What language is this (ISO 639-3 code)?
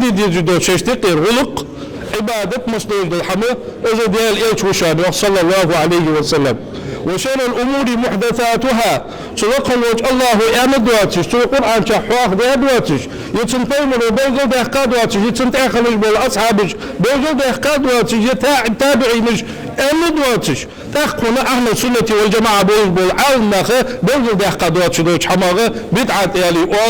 inh